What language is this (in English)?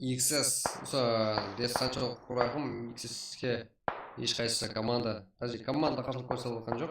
Kara-Kalpak